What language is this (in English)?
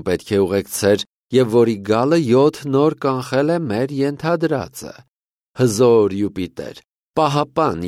Armenian